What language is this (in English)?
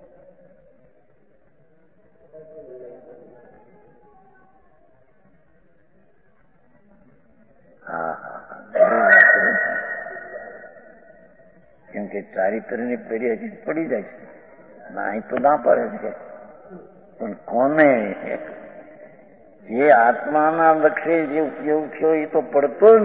Gujarati